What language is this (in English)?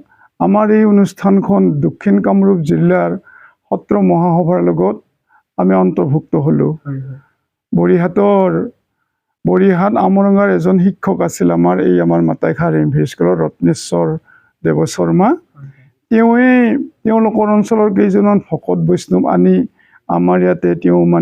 Assamese